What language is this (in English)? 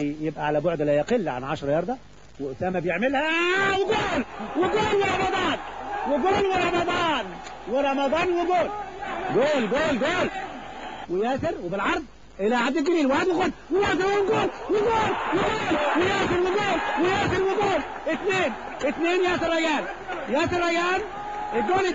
Egyptian Arabic